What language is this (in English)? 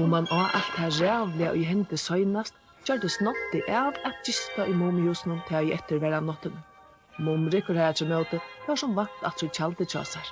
Faroese